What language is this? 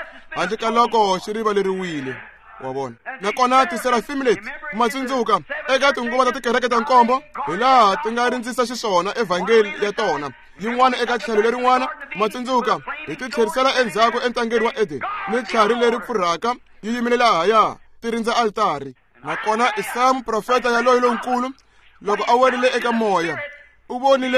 Tsonga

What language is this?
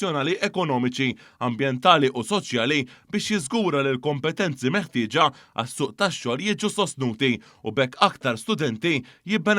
Maltese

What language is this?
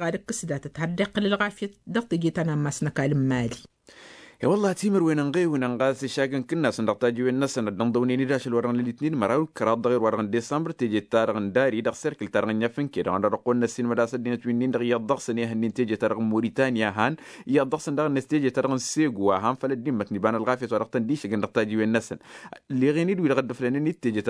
Tamasheq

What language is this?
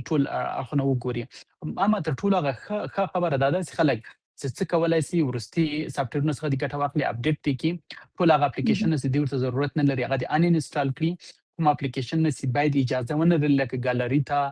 Pashto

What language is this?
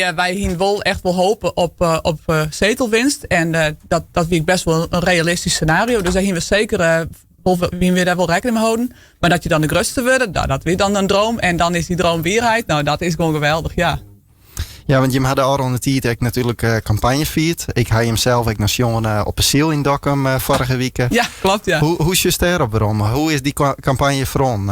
Western Frisian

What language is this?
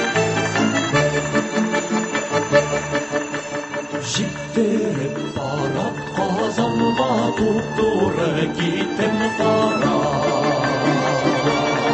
Tatar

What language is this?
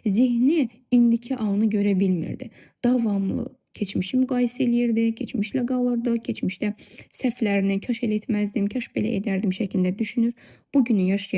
Azerbaijani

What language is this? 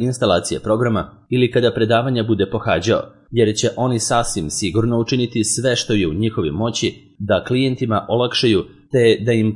Serbian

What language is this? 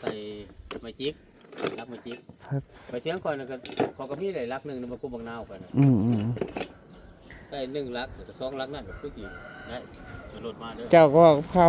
Northeastern Thai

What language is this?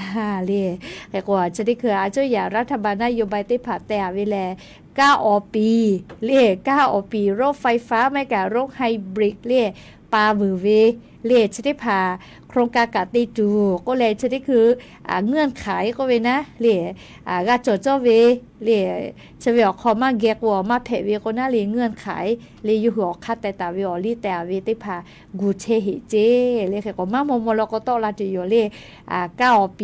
Lahu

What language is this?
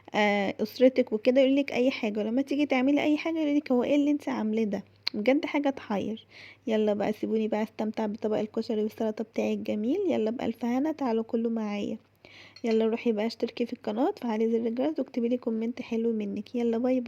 Egyptian Arabic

